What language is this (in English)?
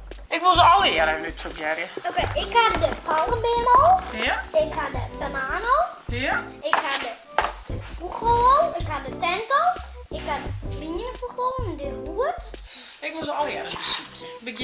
Western Frisian